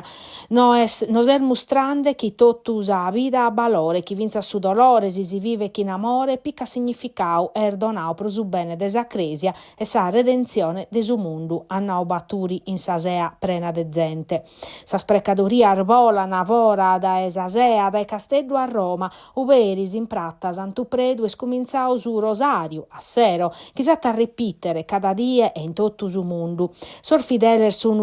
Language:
Sardinian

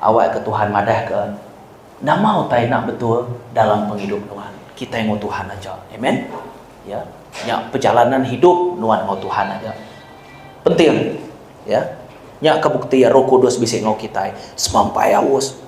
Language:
Iban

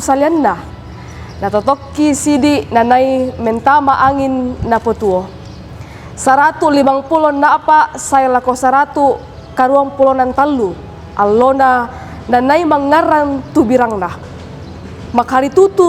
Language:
Toraja-Sa'dan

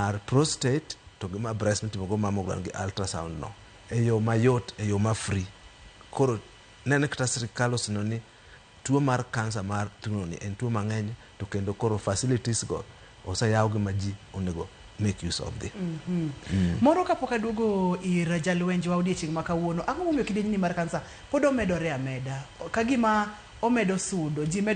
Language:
Luo (Kenya and Tanzania)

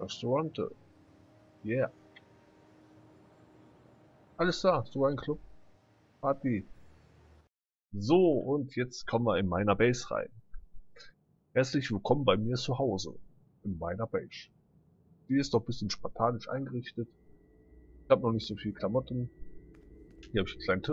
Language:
German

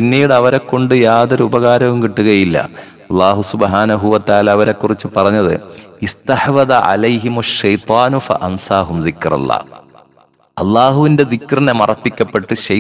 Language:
Malayalam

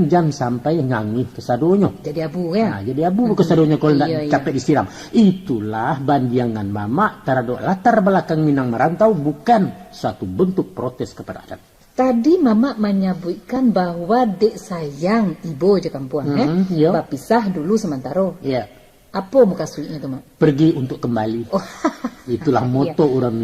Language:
Minangkabau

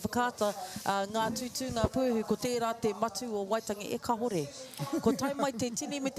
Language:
Māori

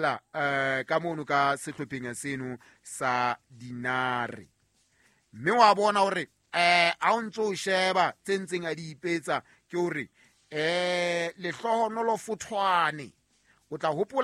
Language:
Southern Sotho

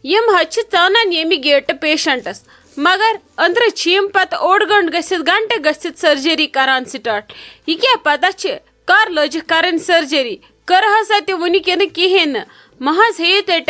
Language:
Kashmiri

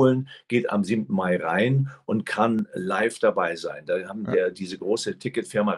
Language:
German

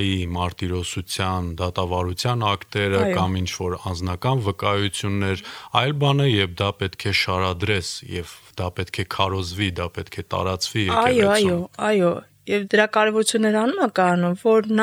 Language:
Armenian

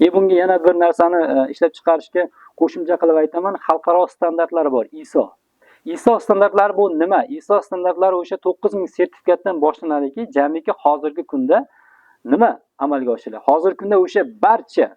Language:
Uzbek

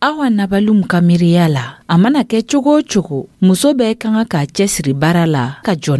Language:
Dyula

